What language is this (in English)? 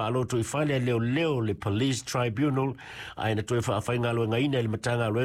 Samoan